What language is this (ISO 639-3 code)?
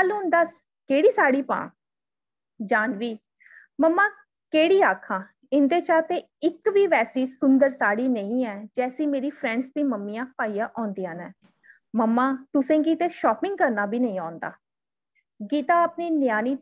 doi